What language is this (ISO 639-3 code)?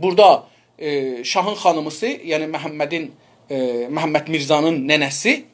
azb